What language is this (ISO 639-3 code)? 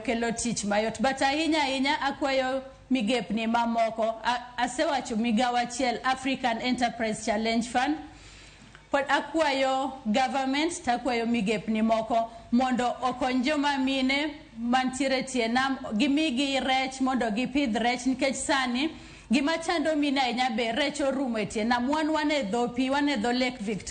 luo